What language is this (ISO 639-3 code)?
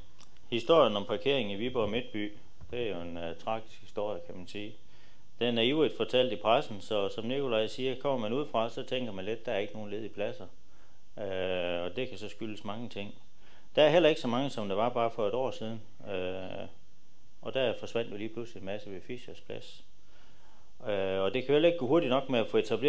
dan